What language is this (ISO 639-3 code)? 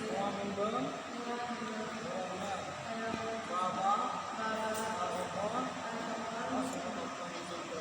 sat